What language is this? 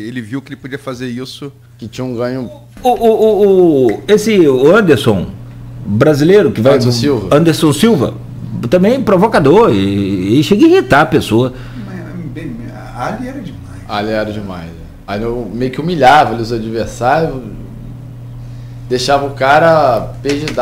Portuguese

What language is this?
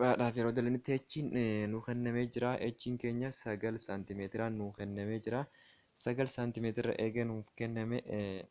Oromo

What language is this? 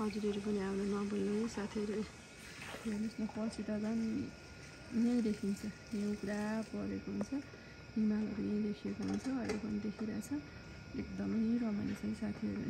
Nepali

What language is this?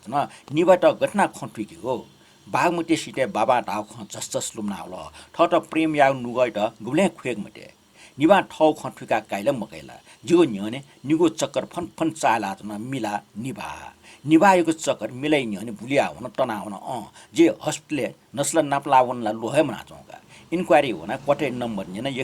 Newari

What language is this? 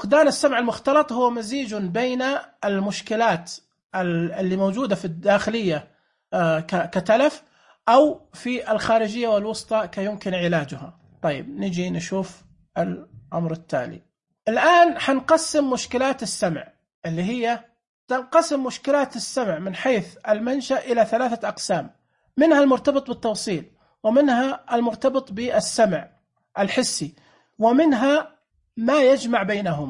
Najdi Arabic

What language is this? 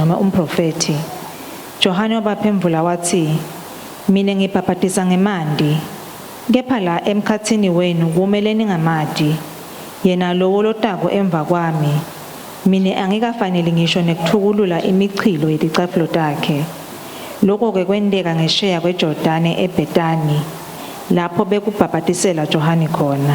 Swati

